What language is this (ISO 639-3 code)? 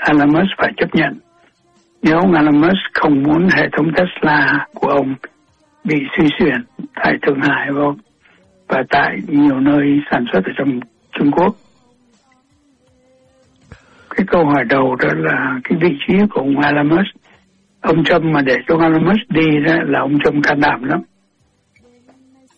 vie